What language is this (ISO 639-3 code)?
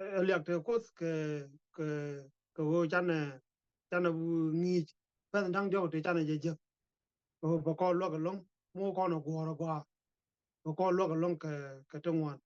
nus